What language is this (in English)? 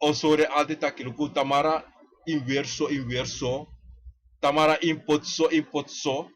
Sranan Tongo